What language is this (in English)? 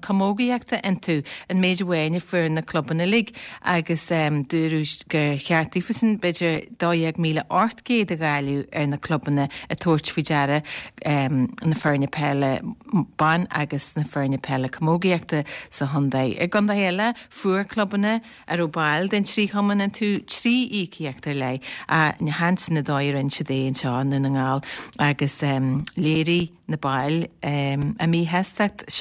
Irish